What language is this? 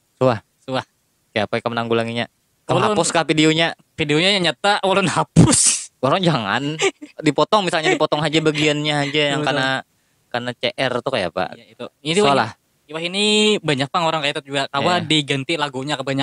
Banjar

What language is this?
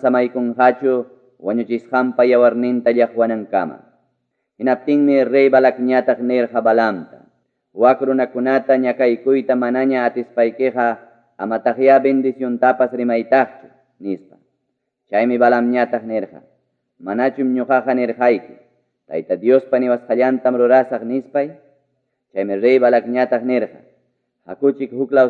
Ayacucho Quechua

